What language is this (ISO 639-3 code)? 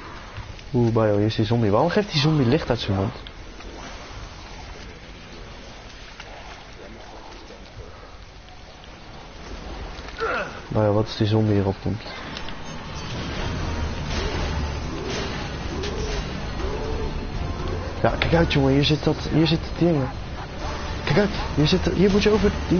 nld